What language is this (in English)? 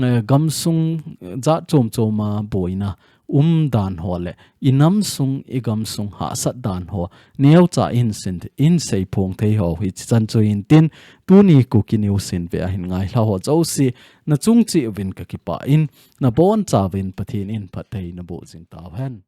Thado Chin